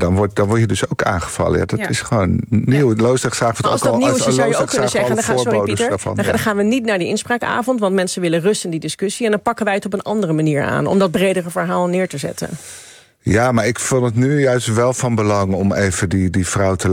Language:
Dutch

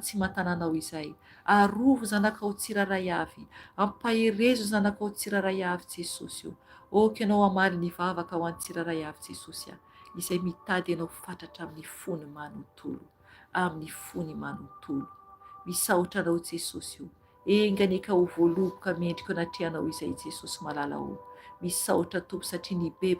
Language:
Malagasy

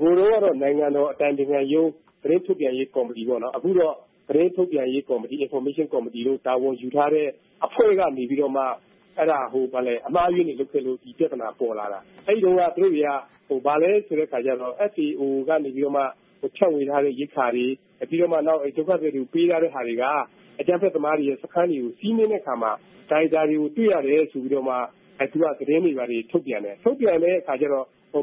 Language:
Burmese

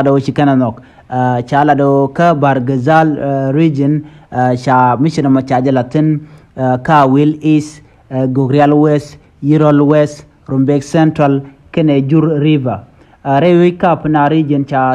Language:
Nuer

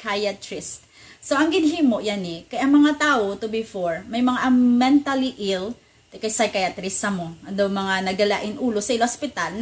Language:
Hiligaynon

